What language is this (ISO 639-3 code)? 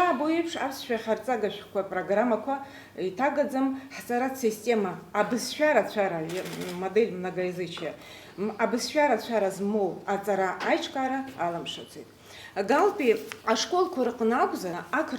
abk